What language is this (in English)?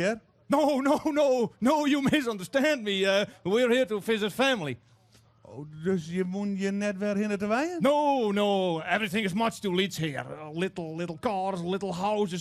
Western Frisian